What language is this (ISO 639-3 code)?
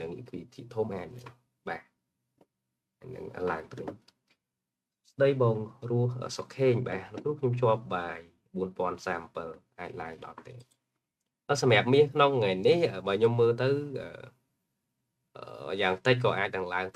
khm